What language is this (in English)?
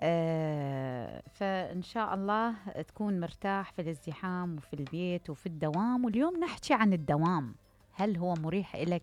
Mesopotamian Arabic